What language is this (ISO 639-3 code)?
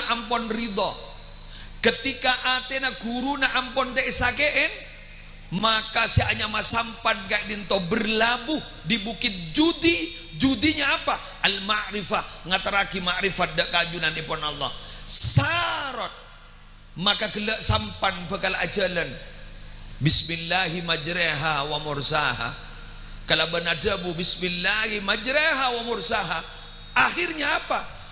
mad